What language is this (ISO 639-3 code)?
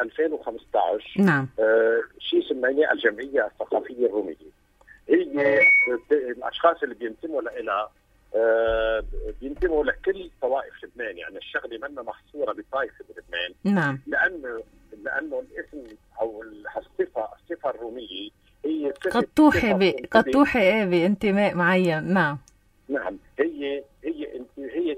apc